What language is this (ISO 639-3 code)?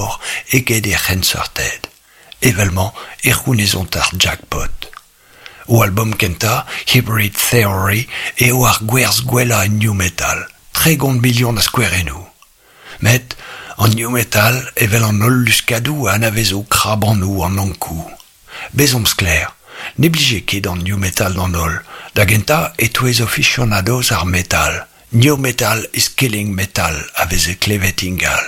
bre